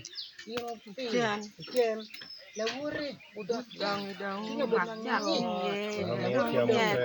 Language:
Acoli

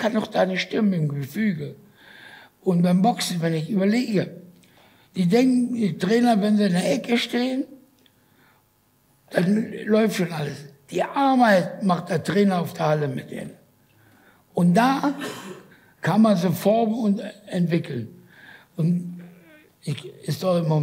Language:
German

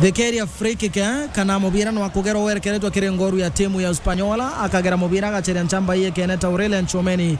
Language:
Meru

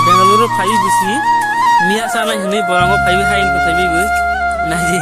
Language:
Kok Borok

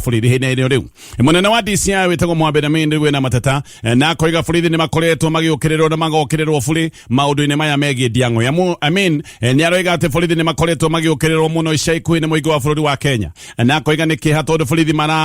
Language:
Kikuyu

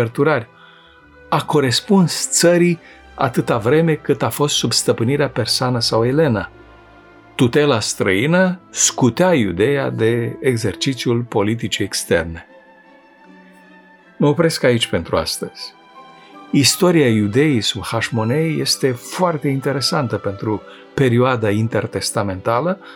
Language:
Romanian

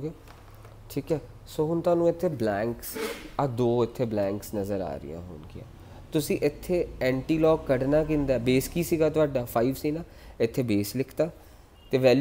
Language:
Punjabi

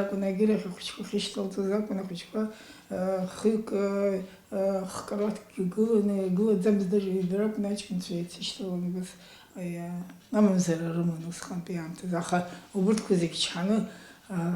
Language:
Abkhazian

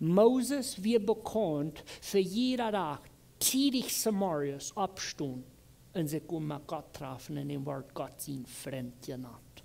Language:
Plautdietsch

